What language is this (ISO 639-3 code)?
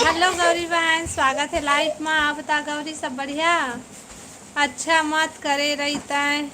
hne